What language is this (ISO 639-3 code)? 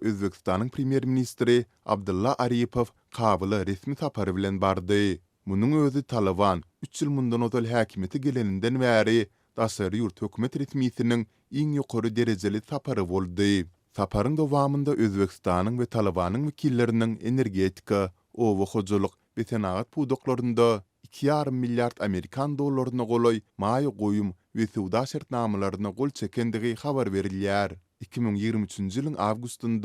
tuk